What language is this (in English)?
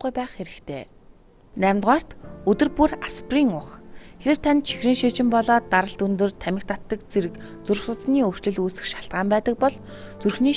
Mongolian